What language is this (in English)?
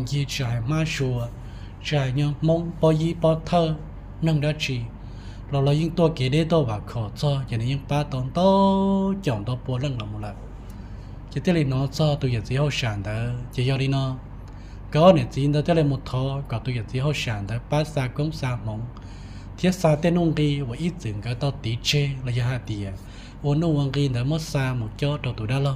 Hmong